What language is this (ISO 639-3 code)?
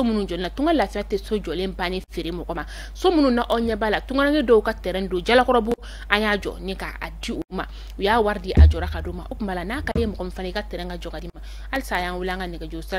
bam